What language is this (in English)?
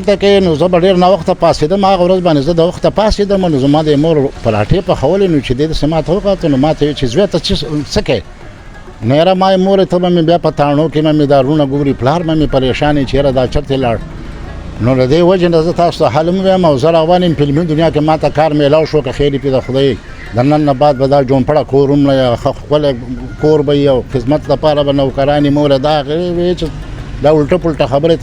Pashto